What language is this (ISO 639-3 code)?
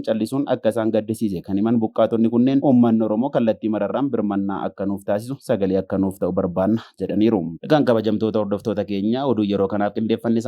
orm